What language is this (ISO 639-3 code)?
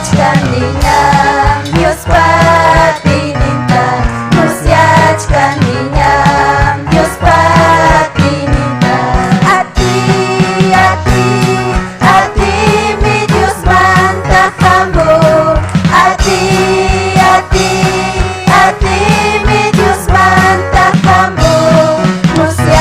quy